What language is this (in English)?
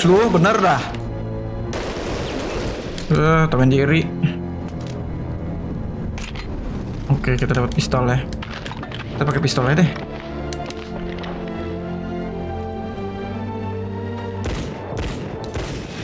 Indonesian